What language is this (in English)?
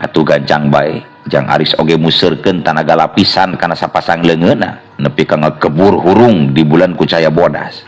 Sundanese